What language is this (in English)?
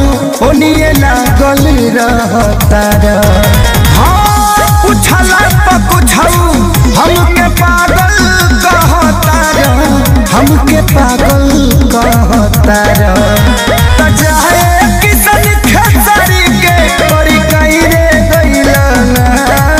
Bhojpuri